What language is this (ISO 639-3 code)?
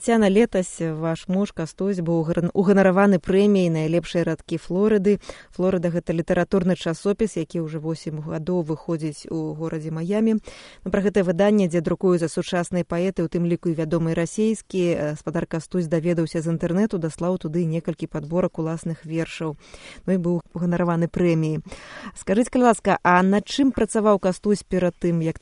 bel